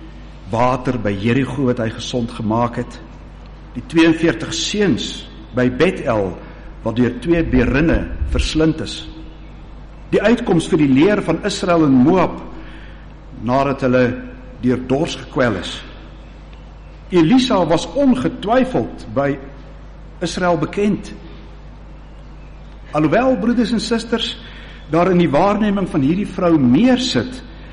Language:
Afrikaans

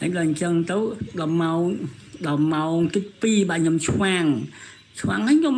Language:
Khmer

